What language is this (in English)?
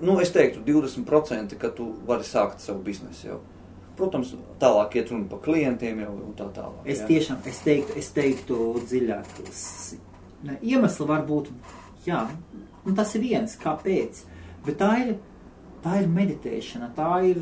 Latvian